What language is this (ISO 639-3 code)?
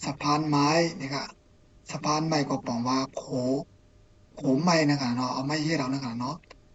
shn